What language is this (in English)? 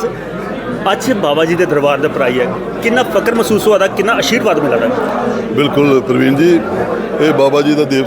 Dogri